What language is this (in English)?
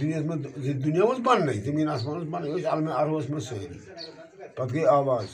Kashmiri